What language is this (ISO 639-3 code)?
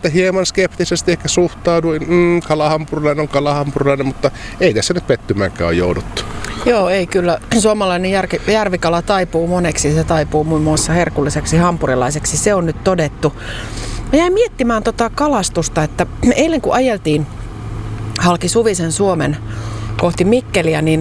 fin